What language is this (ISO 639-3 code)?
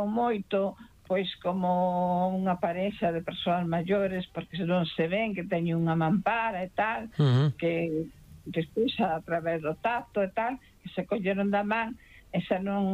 glg